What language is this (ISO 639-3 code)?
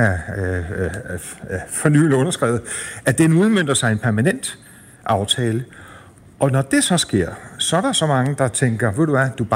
dan